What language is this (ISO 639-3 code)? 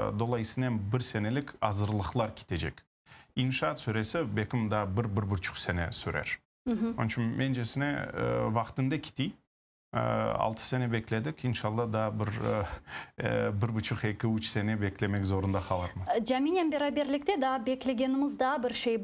crh